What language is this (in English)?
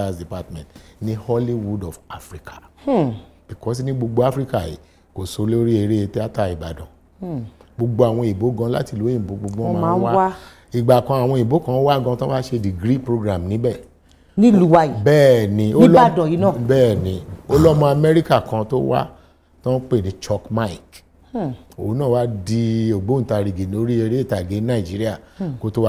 Yoruba